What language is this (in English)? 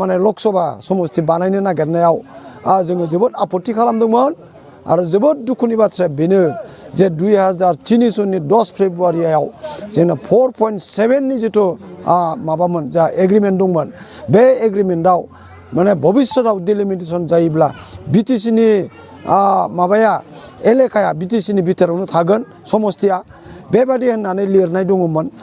Bodo